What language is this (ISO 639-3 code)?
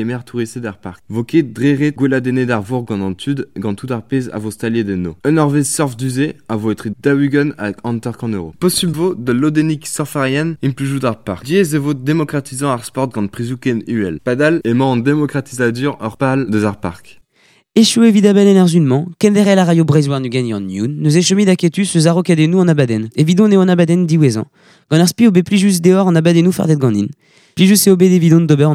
bre